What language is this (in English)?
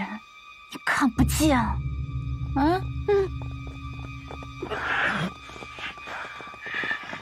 Chinese